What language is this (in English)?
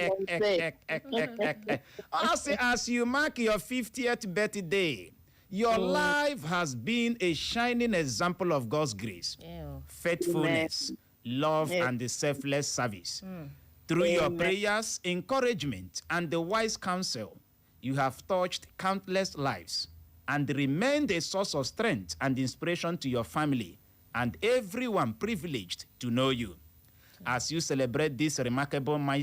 Igbo